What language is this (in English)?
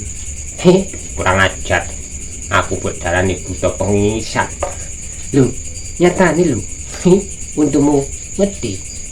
Javanese